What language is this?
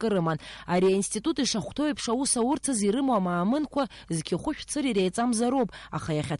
Abkhazian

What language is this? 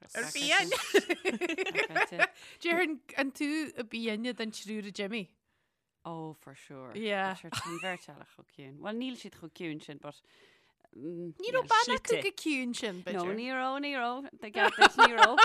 Irish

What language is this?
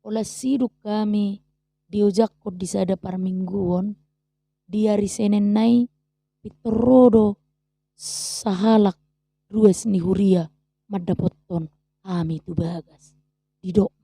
Batak Toba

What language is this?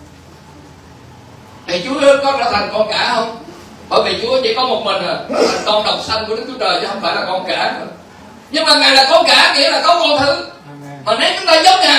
Vietnamese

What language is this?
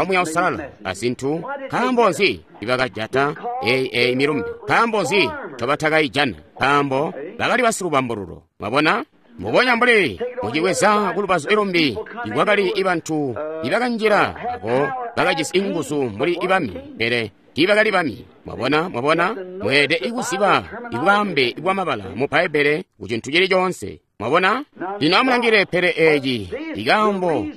Tonga (Zambia)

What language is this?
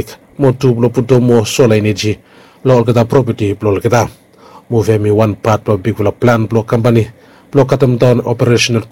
Bislama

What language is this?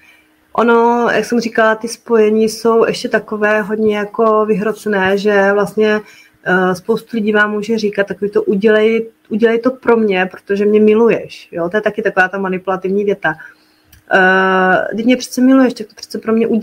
Czech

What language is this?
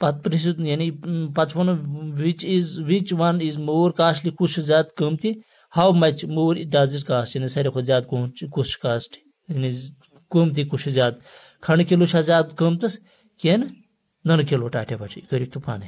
Kashmiri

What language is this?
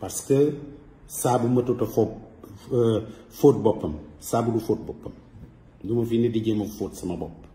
Wolof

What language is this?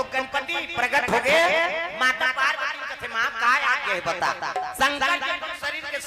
Chhattisgarhi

